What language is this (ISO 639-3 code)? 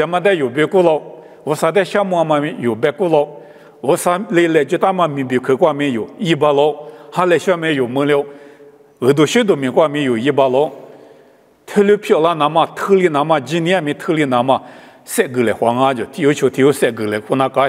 lis